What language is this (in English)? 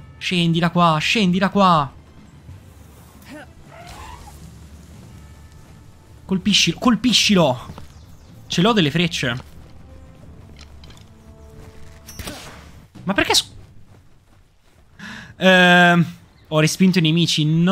Italian